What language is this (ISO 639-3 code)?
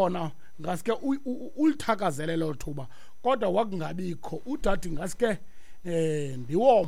xho